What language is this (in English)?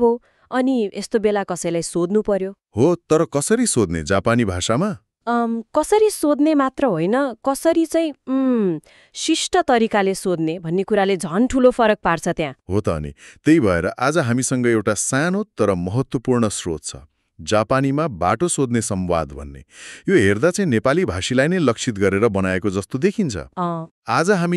Nepali